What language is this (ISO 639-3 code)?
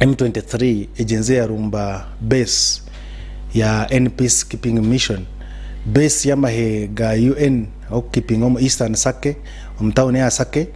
nyn